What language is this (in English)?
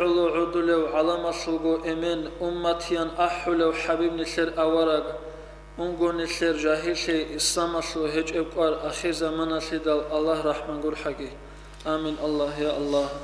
Avaric